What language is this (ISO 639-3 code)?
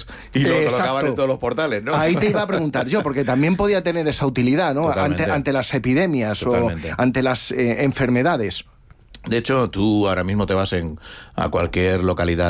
spa